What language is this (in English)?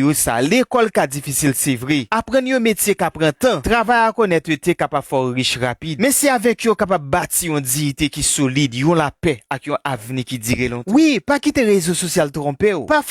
Haitian Creole